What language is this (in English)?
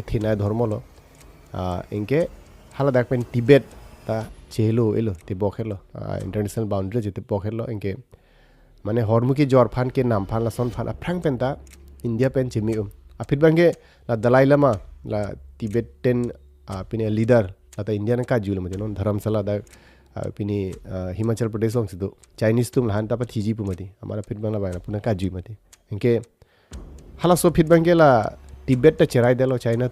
Karbi